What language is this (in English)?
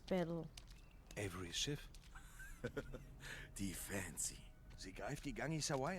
Swiss German